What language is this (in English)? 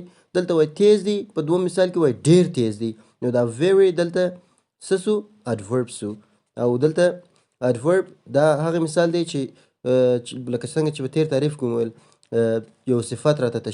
Pashto